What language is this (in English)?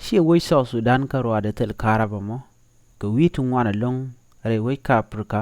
Nuer